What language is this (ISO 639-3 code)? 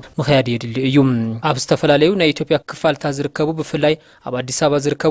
tir